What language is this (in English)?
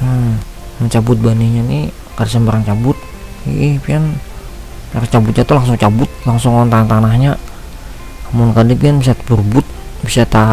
Banjar